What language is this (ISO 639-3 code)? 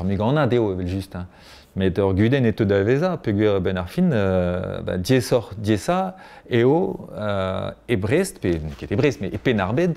bre